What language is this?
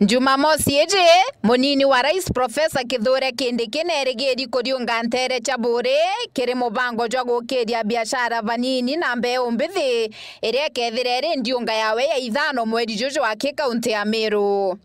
Meru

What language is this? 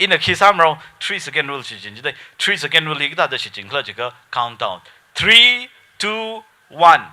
Tangkhul Naga (India)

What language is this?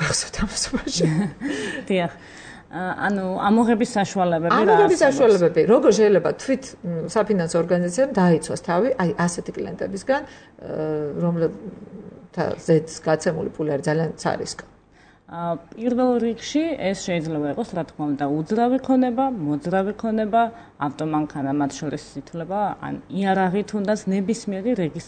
Georgian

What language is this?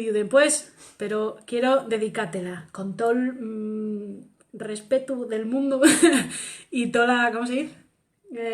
Asturian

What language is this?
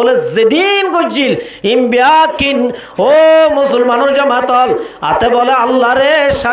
Rohingya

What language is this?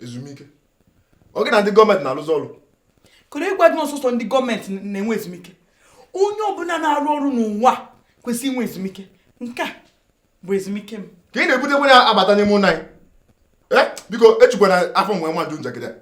Igbo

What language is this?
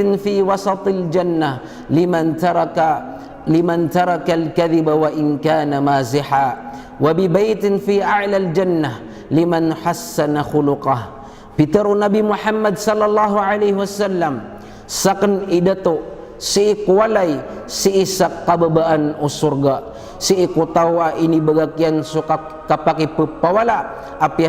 Maranao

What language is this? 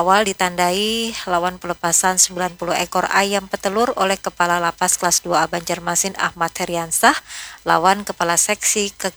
Banjar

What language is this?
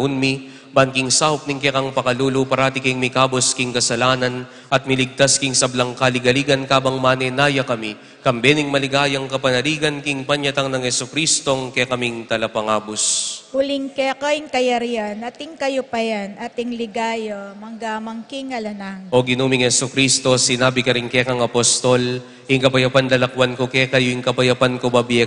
Pampanga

